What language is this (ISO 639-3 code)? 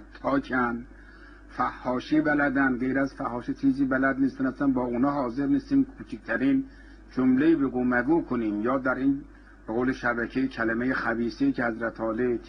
fas